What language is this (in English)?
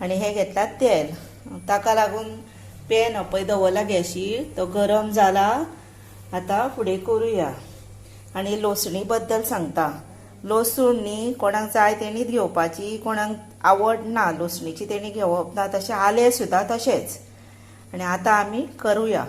Konkani